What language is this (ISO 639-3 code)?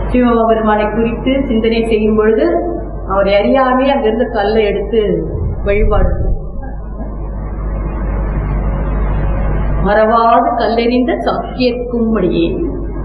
tam